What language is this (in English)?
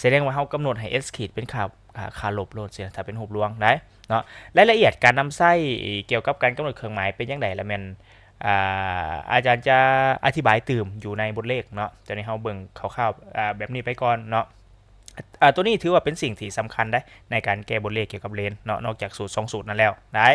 Lao